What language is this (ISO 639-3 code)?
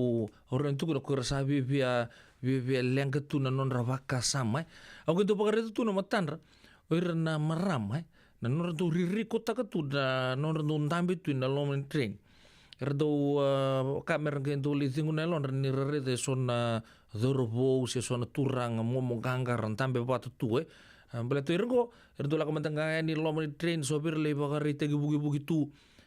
fij